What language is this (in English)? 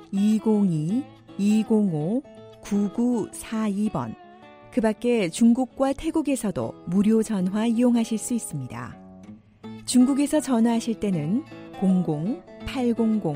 Korean